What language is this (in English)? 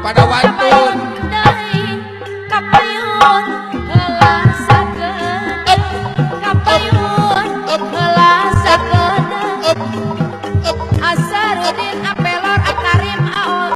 Sundanese